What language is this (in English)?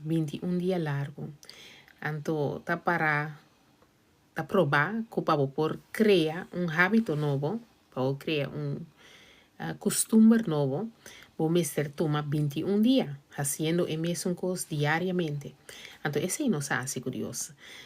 Papiamento